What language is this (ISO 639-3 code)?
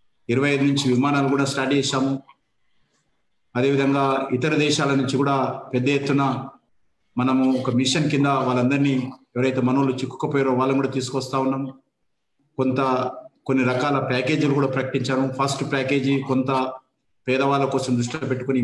tel